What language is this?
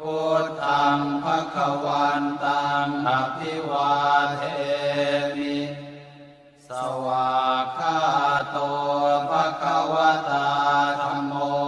Pali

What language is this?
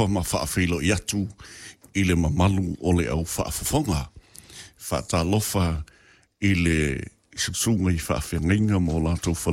Samoan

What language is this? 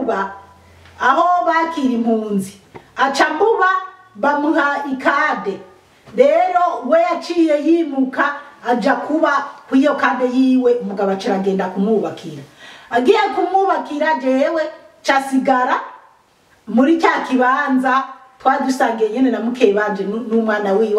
Rundi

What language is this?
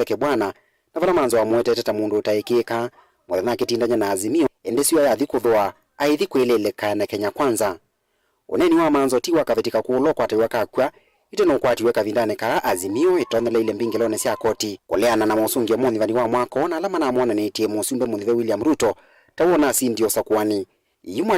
Kamba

